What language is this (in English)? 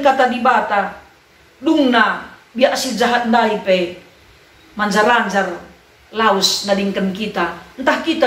Batak Karo